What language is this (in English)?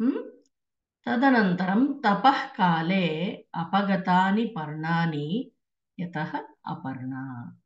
Sanskrit